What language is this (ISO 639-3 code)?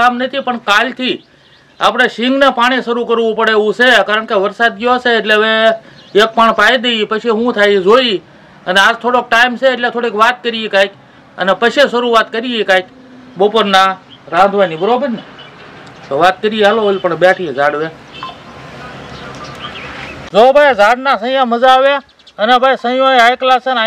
guj